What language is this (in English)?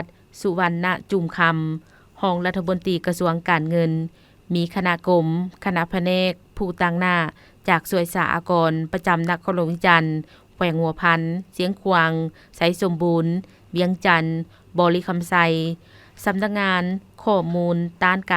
Lao